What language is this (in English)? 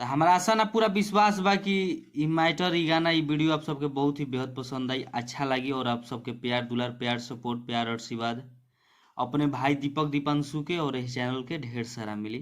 Bhojpuri